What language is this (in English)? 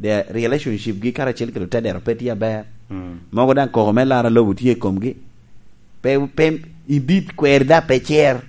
Lango (Uganda)